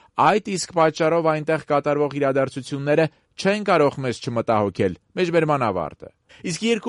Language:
Armenian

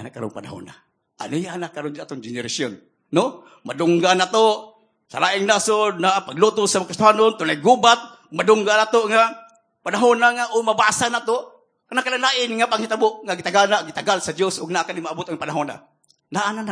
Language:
Cebuano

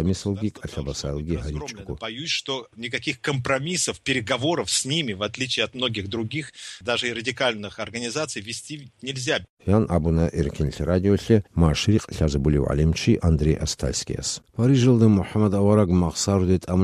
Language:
Avaric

